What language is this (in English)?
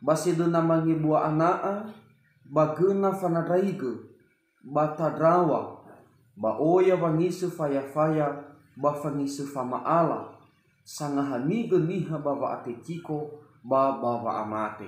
Nias